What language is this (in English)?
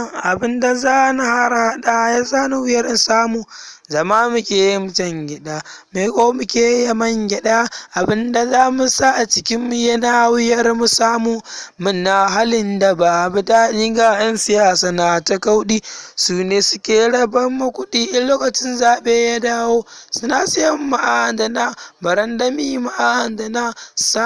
Hausa